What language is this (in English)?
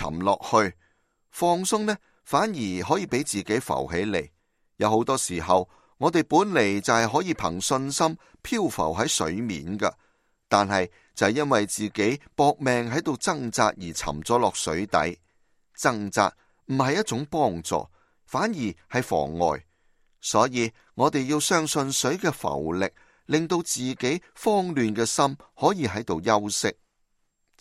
Cantonese